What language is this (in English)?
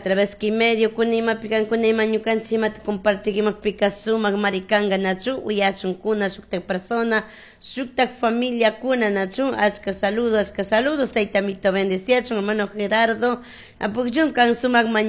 Chimborazo Highland Quichua